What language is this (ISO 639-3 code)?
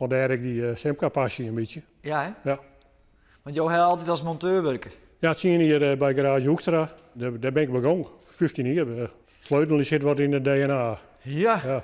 fry